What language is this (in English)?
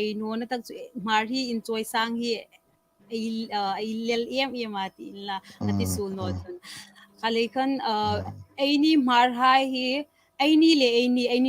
Hmar